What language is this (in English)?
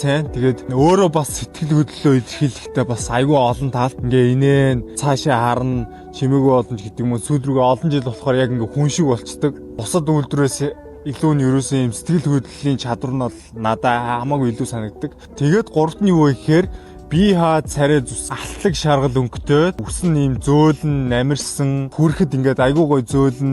Mongolian